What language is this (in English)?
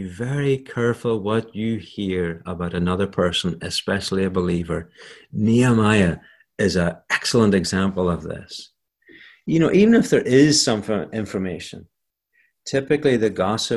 English